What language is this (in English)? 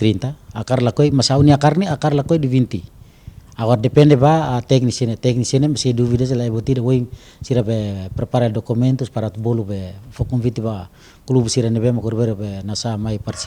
Tetum